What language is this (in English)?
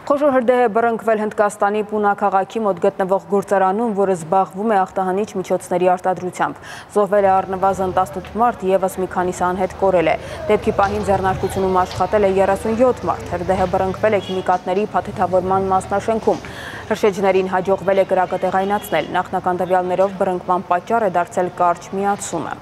Armenian